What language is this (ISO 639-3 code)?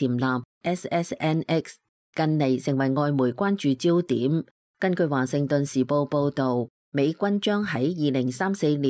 yue